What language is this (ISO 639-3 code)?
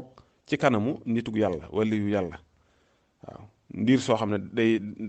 wol